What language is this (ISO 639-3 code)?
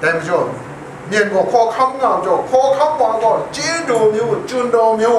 kac